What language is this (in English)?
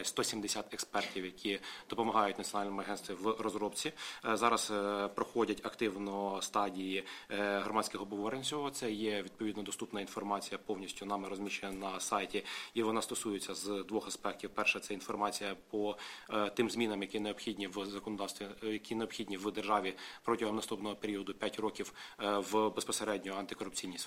Ukrainian